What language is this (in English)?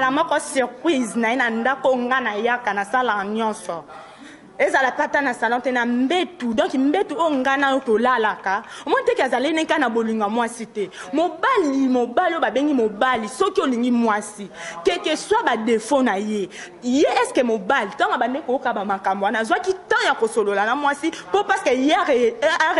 Lingala